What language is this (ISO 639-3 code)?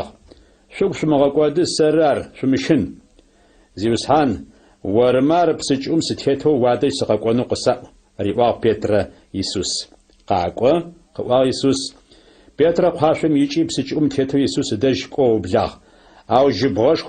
ady